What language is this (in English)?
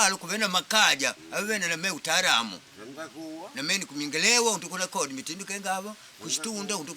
Makonde